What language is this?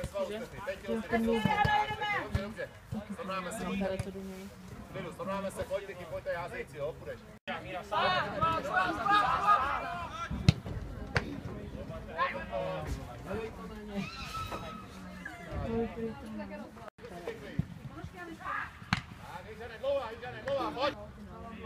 Czech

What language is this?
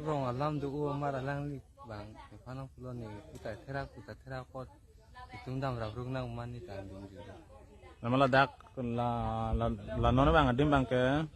Karbi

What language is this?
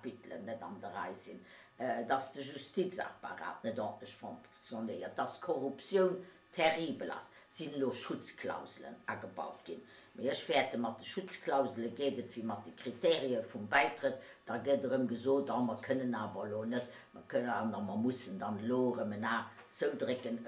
Luxembourgish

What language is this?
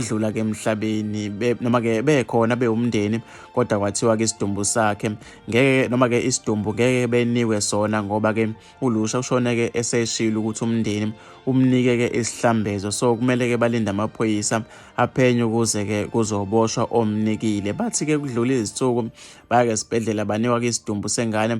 Zulu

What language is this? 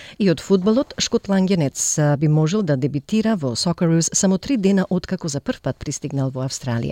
Macedonian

